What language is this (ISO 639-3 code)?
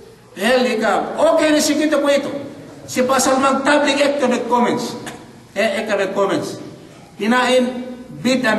yka